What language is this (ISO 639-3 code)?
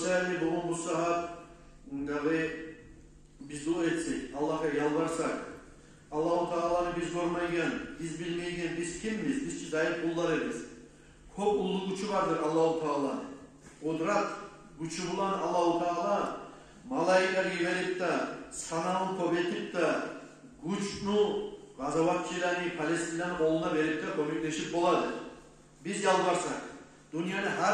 kum